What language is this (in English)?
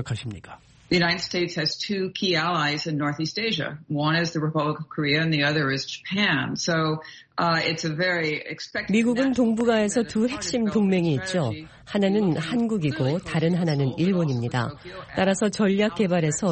Korean